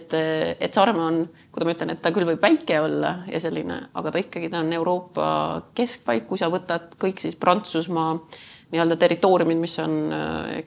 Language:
Estonian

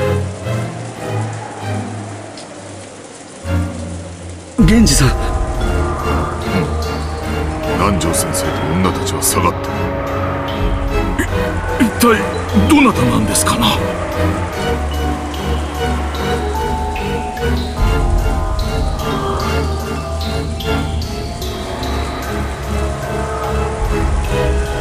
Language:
Japanese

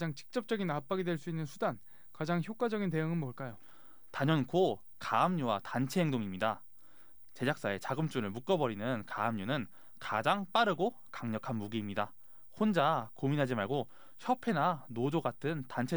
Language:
Korean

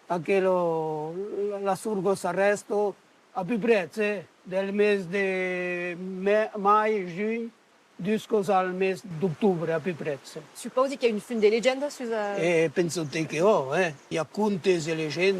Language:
Occitan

